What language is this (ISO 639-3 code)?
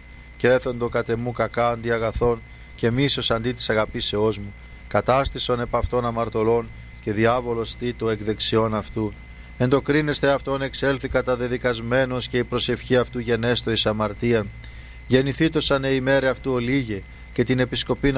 ell